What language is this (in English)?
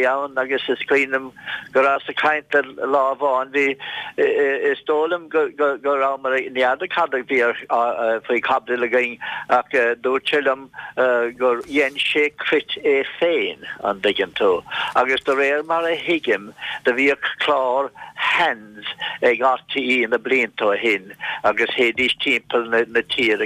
Irish